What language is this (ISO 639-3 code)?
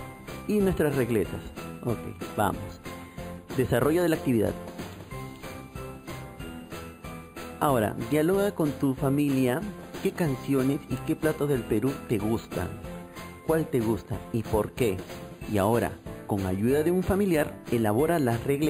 spa